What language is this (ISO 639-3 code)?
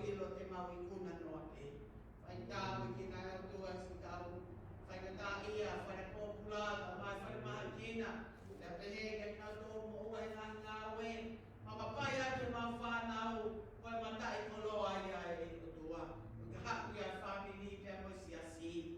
ton